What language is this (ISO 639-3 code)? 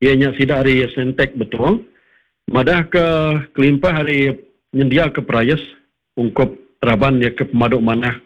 iba